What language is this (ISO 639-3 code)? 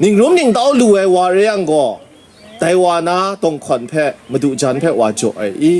kac